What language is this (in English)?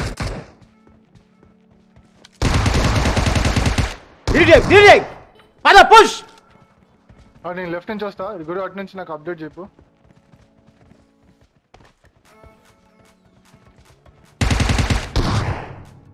Telugu